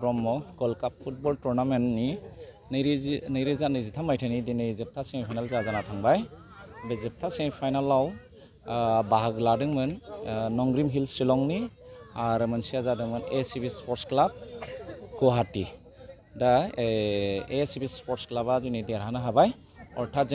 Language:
Bodo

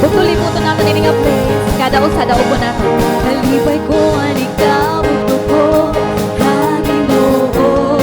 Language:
Waray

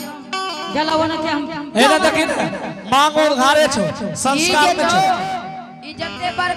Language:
Angika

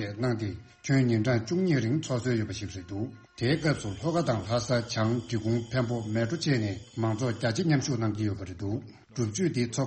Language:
Tibetan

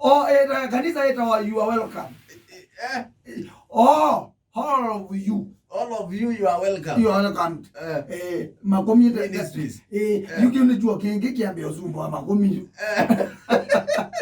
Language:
Kamba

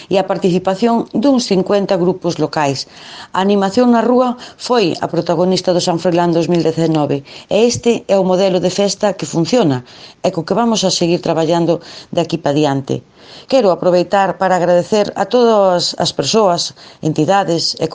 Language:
Galician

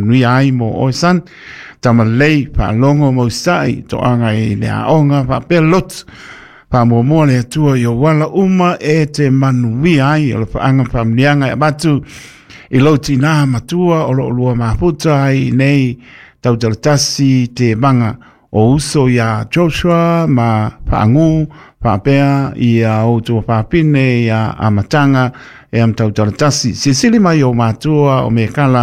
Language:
Samoan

